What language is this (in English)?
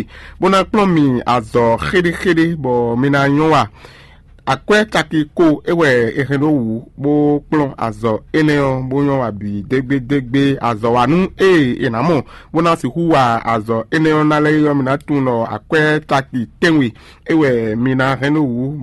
Fon